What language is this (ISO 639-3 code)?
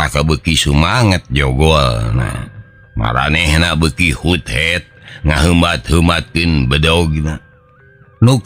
sun